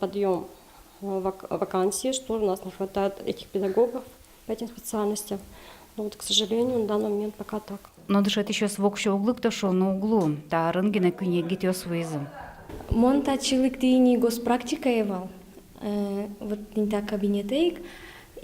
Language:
Udmurt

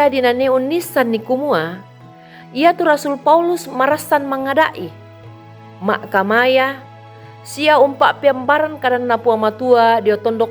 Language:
Toraja-Sa'dan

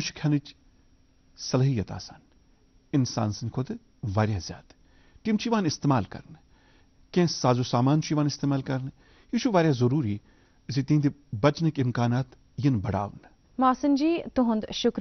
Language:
Kashmiri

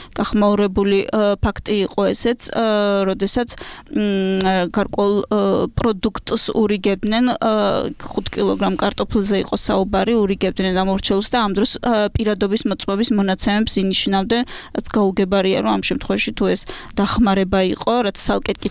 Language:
Georgian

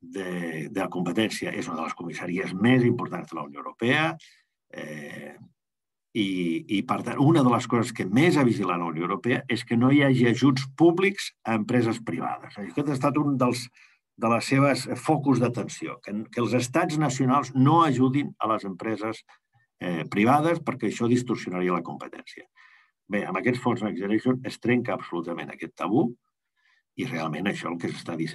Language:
Catalan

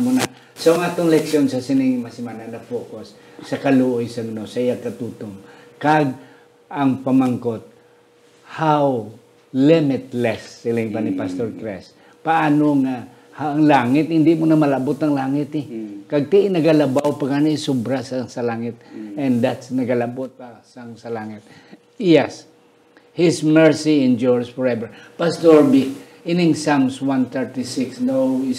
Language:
Hiligaynon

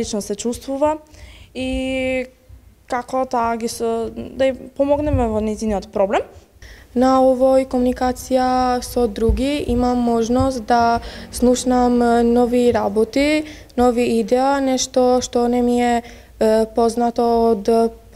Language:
Macedonian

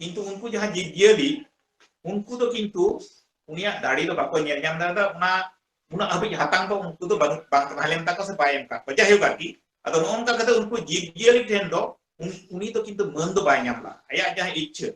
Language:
Santali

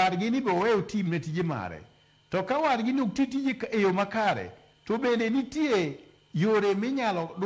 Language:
Luo (Kenya and Tanzania)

